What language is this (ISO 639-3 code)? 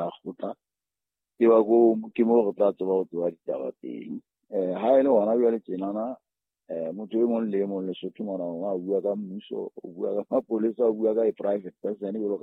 sot